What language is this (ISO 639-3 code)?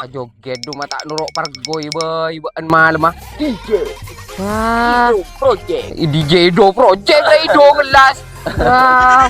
mad